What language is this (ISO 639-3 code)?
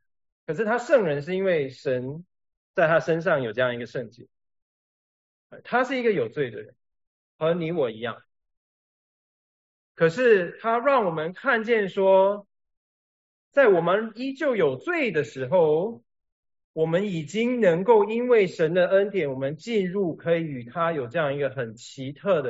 zho